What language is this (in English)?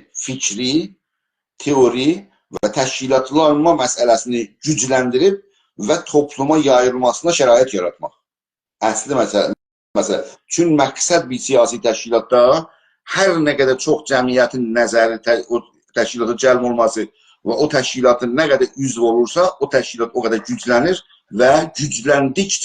South Azerbaijani